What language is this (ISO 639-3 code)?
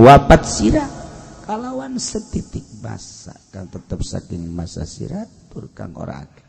sun